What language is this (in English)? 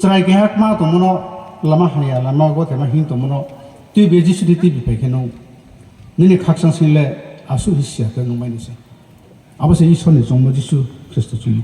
Riang (India)